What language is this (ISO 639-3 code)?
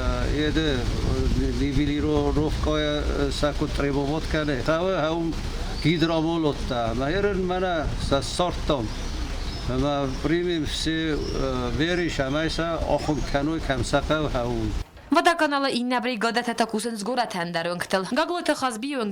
oss